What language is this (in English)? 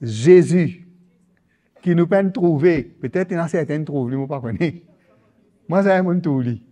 Morisyen